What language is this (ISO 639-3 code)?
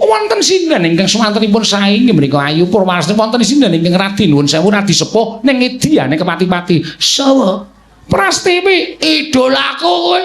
jav